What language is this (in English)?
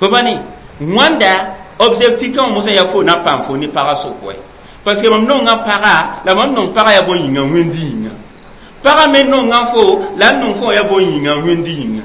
Mossi